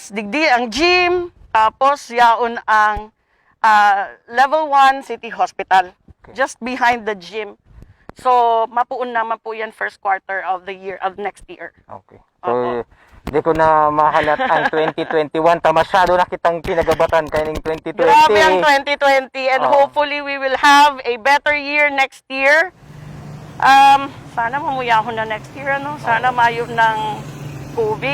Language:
Bikol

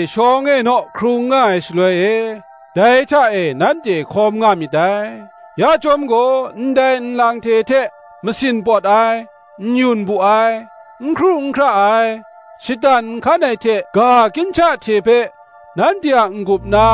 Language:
Kachin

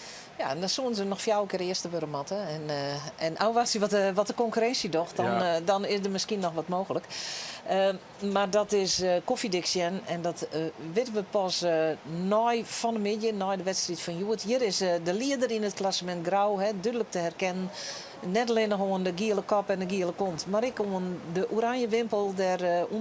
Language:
Western Frisian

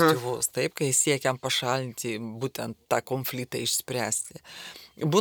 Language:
Lithuanian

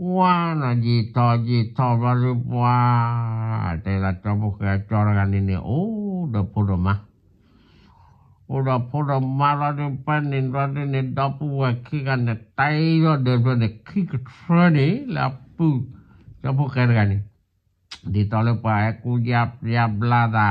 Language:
S'gaw Karen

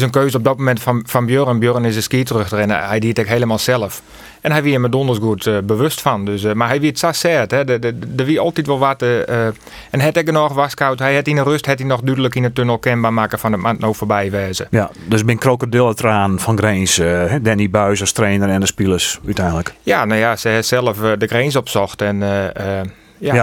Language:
Western Frisian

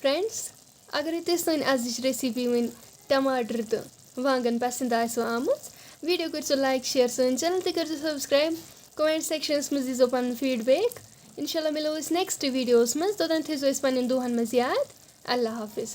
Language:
Kashmiri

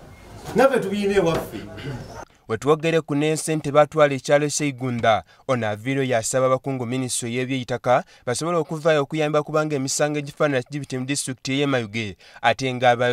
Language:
Soga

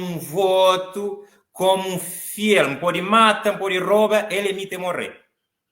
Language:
Kabuverdianu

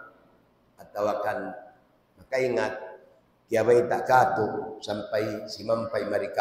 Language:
Tausug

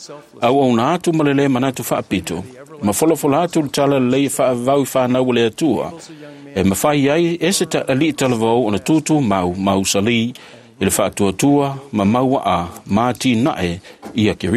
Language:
Samoan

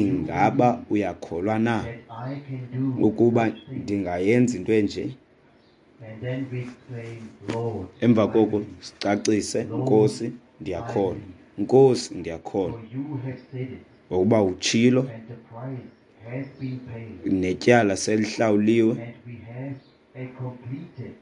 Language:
Xhosa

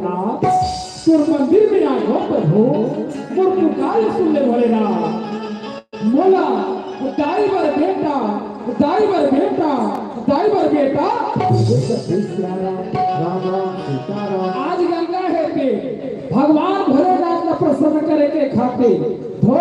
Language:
Chhattisgarhi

